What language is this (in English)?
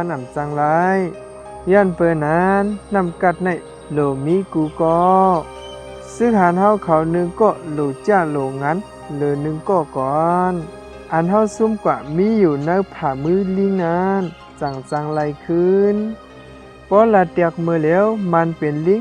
Shan